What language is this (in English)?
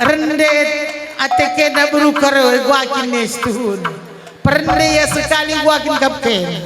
Batak Karo